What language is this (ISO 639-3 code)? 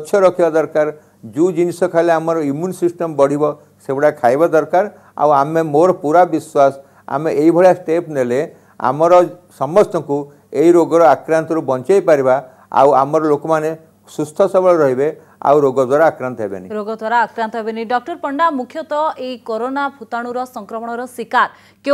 ori